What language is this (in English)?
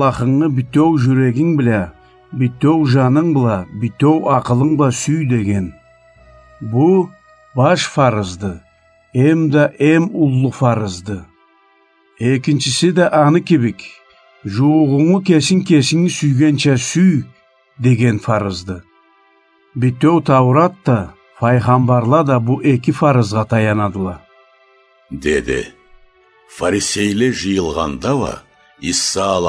Karachay-Balkar